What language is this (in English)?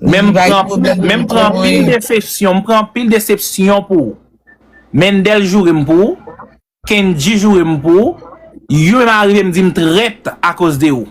Haitian Creole